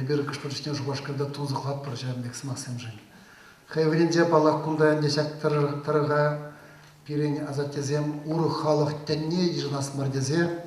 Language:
Chuvash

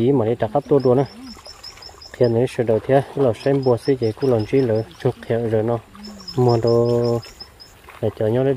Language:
Vietnamese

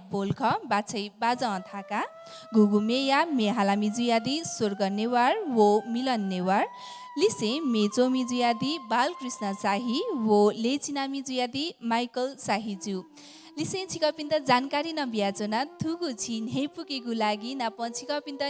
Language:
Newari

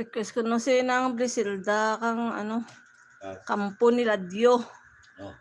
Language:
Hiligaynon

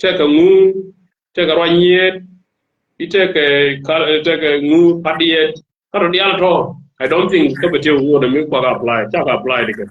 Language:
Nuer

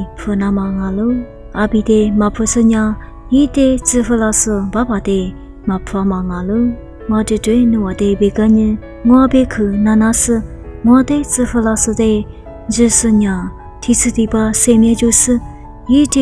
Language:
Lisu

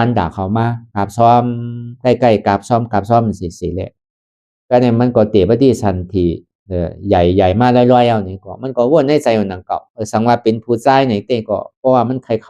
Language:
Shan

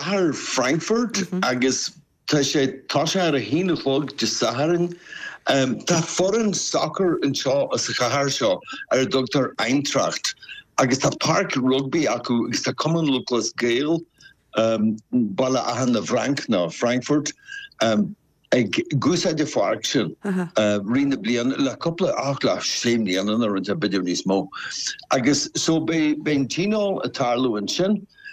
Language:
Irish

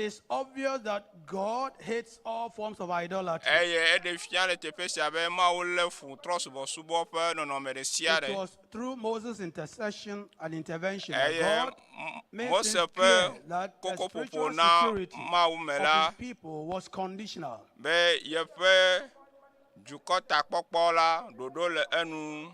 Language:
Ewe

